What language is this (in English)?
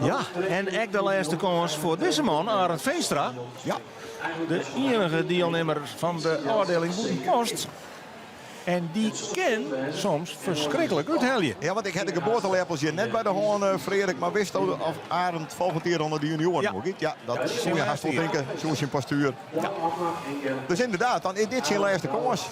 Western Frisian